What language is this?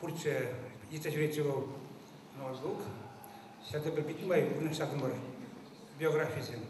Chuvash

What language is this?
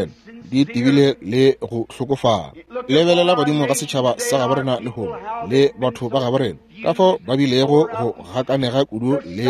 Northern Sotho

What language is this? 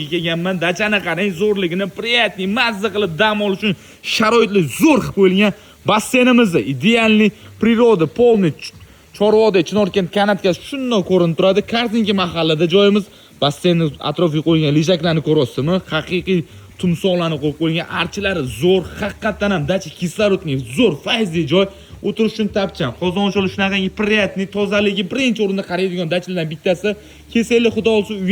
Uzbek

